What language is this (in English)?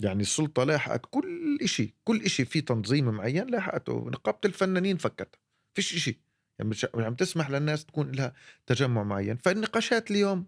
North Levantine Arabic